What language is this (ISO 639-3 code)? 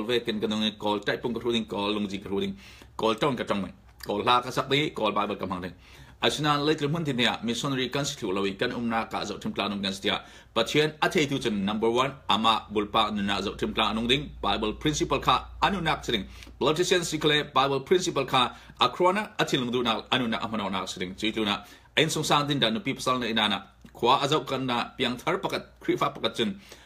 cfm